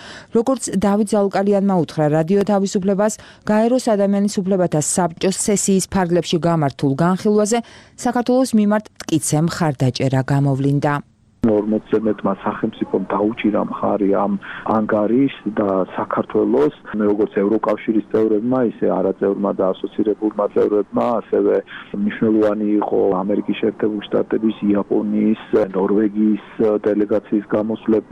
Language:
Georgian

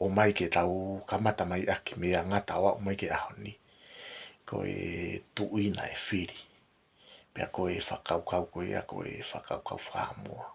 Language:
Tongan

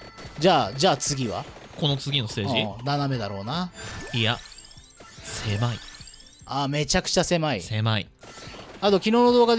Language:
Japanese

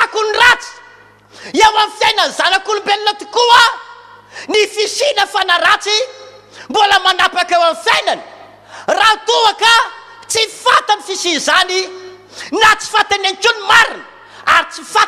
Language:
Malagasy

